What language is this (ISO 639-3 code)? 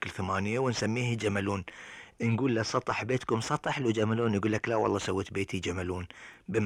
afb